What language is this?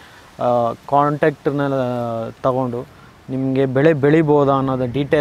Kannada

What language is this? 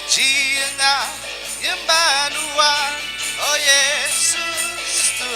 Iban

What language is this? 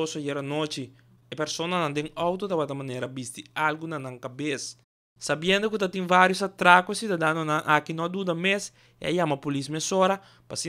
Papiamento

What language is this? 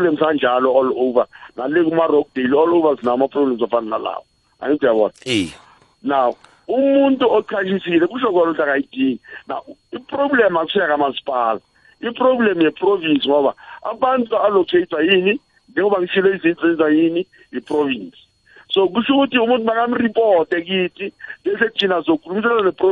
South Ndebele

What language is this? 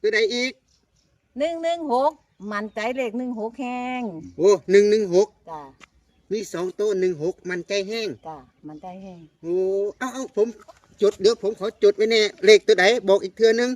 Northeastern Thai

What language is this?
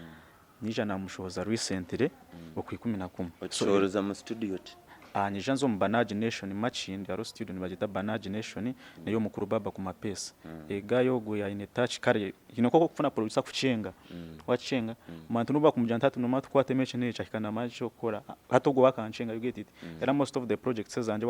Nyankole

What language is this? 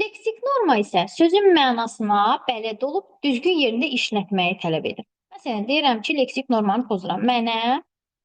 Azerbaijani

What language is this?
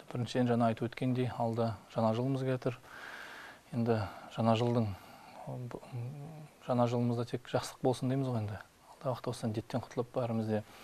Kazakh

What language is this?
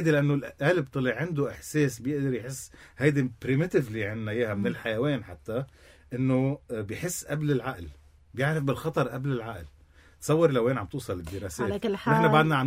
North Levantine Arabic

